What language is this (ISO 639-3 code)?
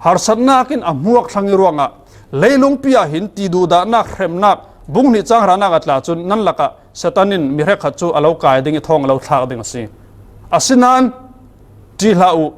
cfm